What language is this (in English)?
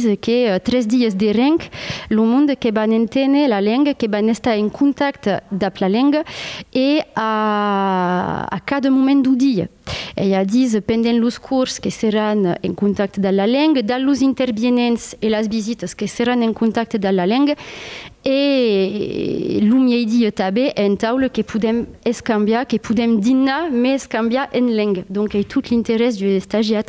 Occitan